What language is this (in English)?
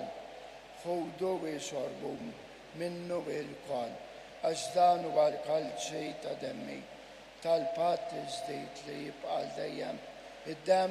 Maltese